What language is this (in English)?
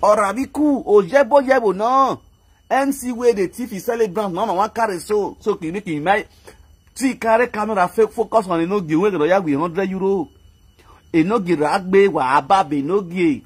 Nigerian Pidgin